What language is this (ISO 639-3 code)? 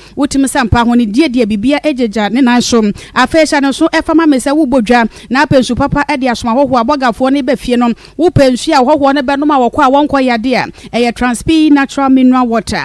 aka